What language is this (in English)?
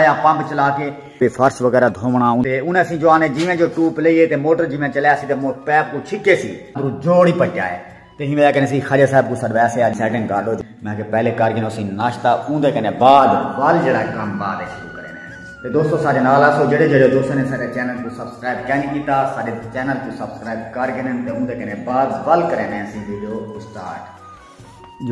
Saraiki